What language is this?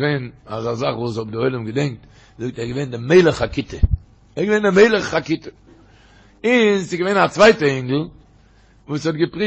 Yiddish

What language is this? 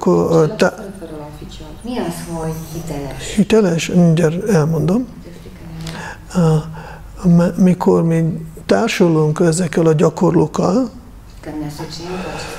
Hungarian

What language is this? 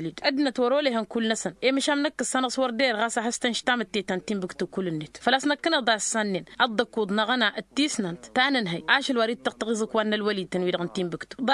Tamasheq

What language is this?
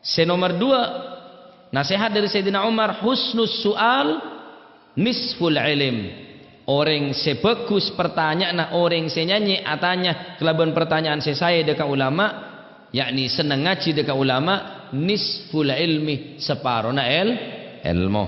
Madurese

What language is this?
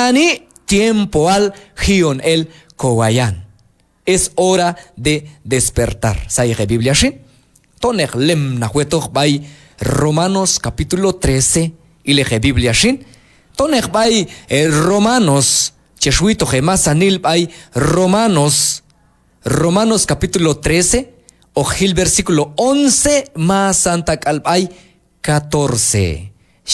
Q'anjob'al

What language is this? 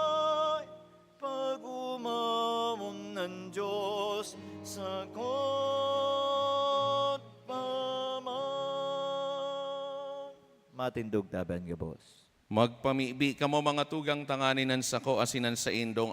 Bikol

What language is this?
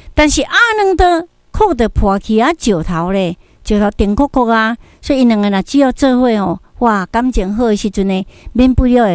Min Nan Chinese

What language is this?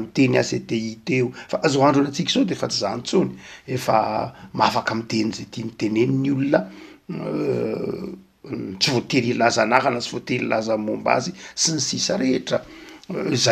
Malagasy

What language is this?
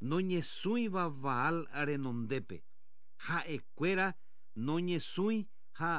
Guarani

